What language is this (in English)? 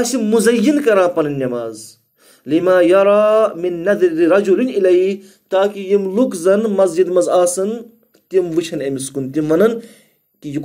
Kashmiri